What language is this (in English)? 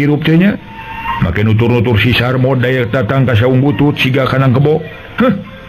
Sundanese